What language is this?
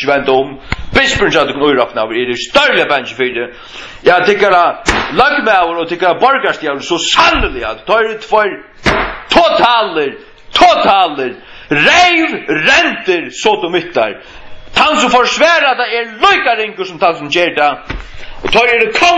Faroese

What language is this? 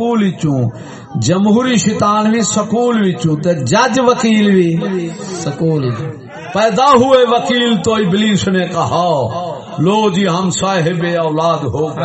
Saraiki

